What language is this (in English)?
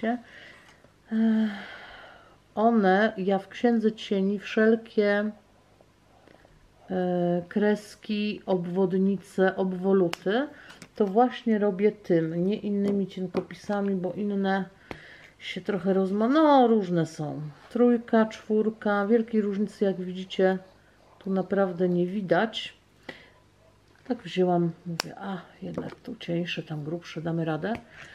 Polish